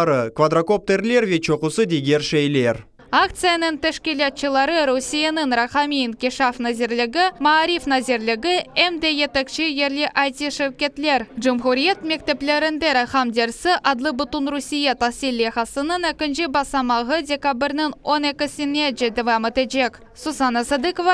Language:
Crimean Tatar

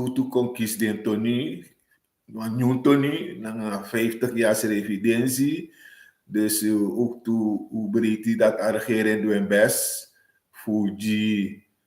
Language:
Sranan Tongo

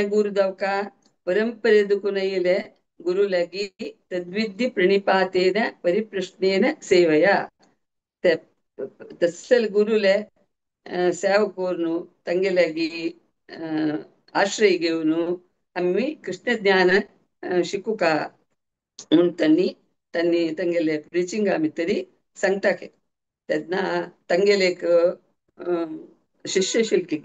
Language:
Konkani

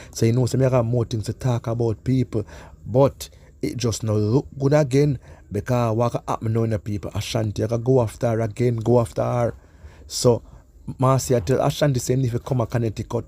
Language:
Jamaican Creole English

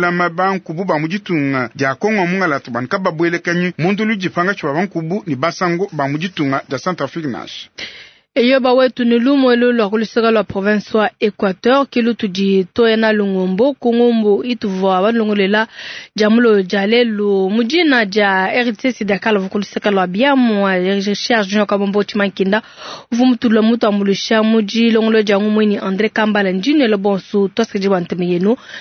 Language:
Luba-Lulua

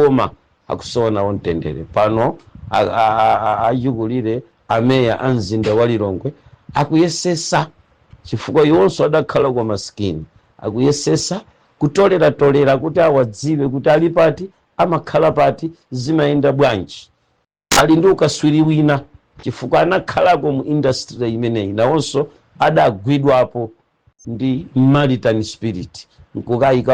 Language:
Nyanja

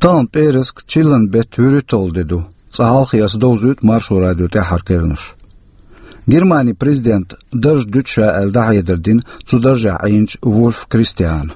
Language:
Chechen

